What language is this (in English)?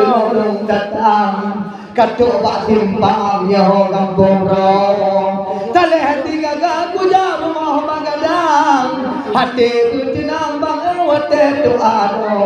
Achinese